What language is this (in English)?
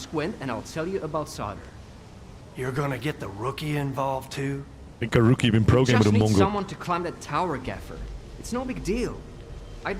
Bavarian